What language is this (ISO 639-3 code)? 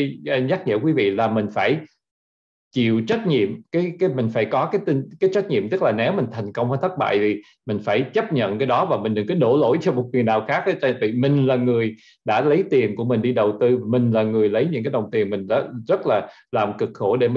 vie